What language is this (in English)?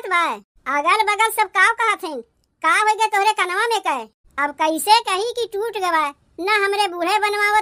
Awadhi